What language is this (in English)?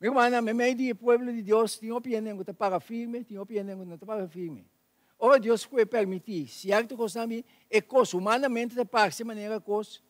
Papiamento